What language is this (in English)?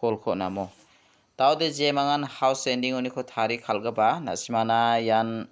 Garo